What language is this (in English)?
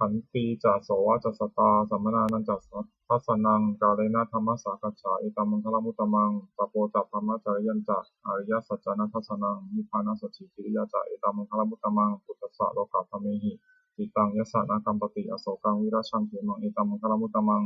Pali